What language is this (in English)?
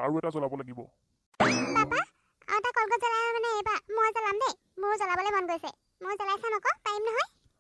Assamese